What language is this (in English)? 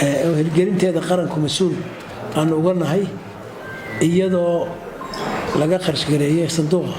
Somali